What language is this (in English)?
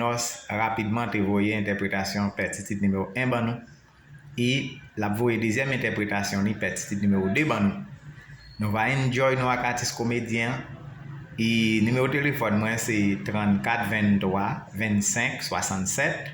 Haitian Creole